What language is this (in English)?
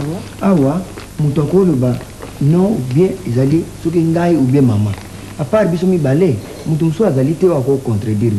Lingala